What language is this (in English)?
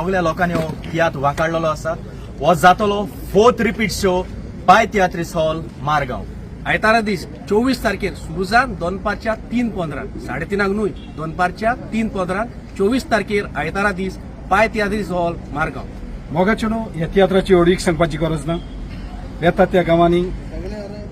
Konkani